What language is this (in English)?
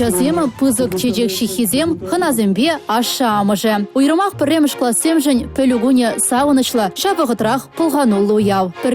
Chuvash